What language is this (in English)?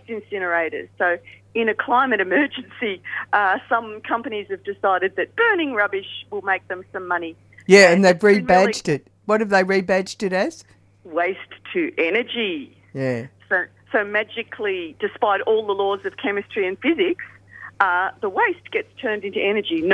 English